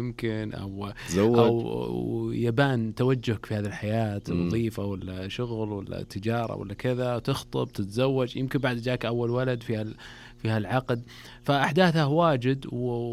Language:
Najdi Arabic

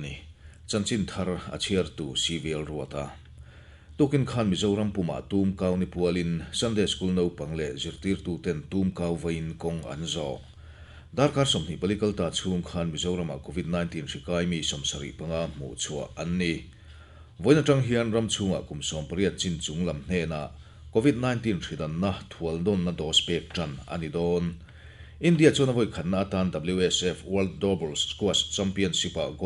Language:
Mizo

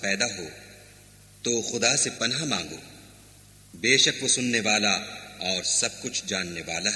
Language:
Urdu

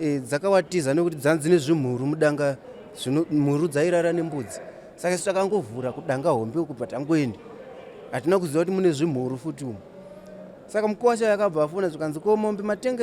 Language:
Shona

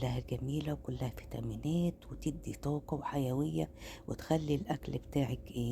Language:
Egyptian Arabic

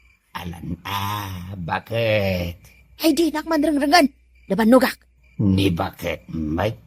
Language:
Iloko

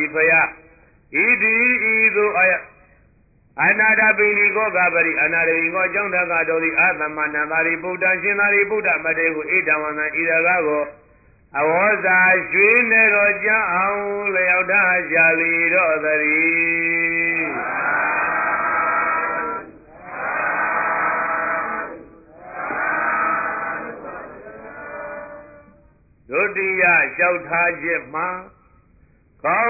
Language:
Burmese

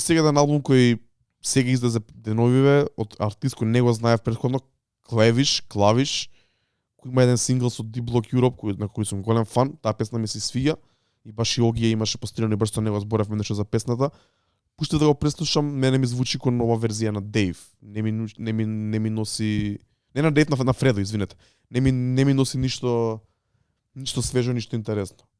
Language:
Macedonian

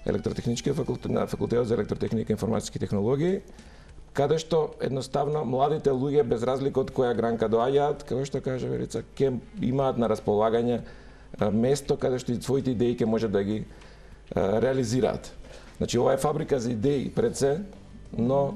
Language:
Macedonian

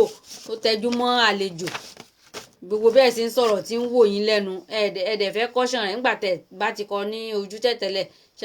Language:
Yoruba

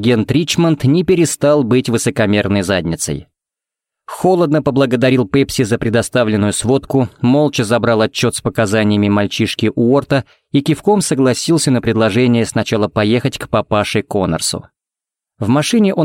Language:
Russian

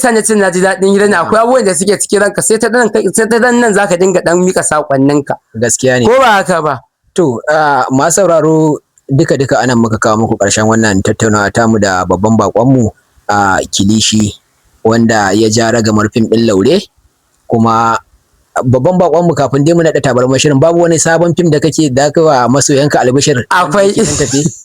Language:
Hausa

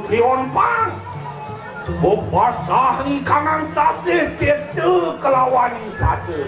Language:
Balinese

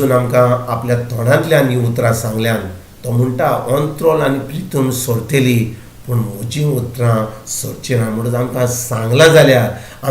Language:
Konkani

